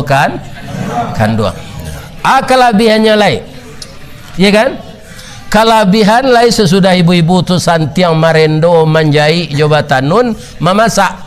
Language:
Minangkabau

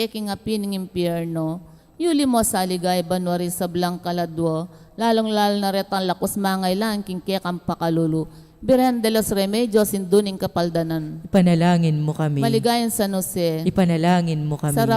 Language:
Pampanga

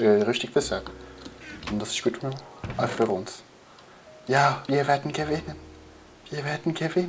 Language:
Swiss German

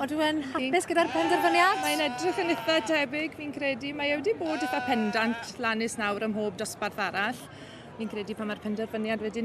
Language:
Welsh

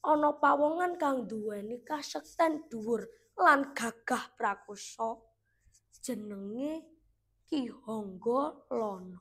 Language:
Javanese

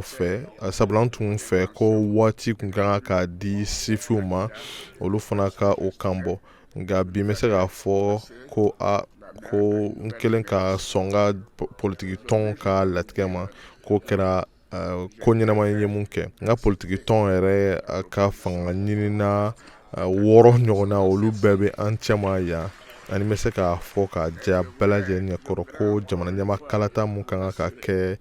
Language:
Bambara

